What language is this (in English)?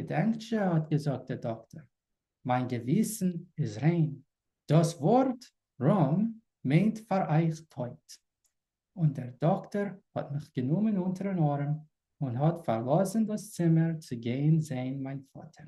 Yiddish